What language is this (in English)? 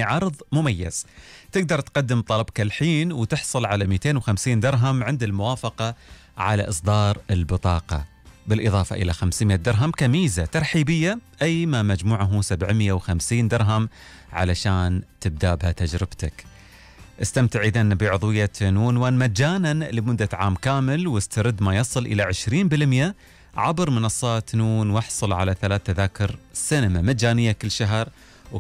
Gulf Arabic